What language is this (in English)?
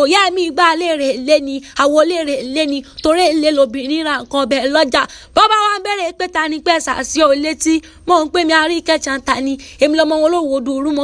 Yoruba